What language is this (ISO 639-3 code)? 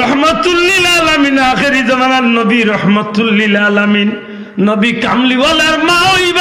syl